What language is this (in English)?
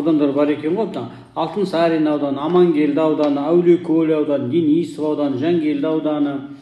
Kazakh